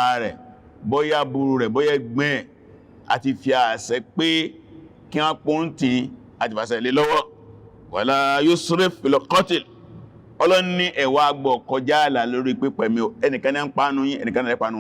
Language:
Yoruba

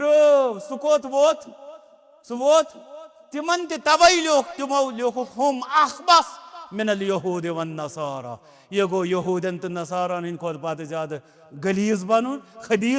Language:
Kashmiri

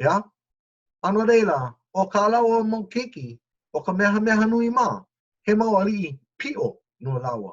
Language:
Hawaiian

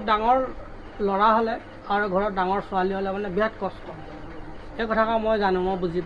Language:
Assamese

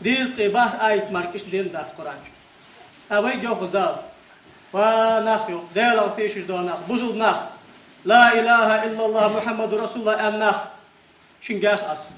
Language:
Ingush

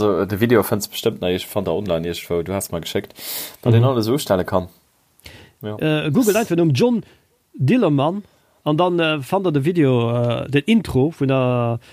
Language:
Luxembourgish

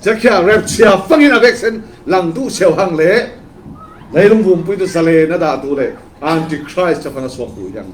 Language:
Falam Chin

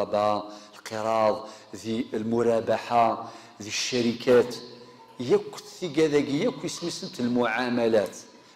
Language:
Kabyle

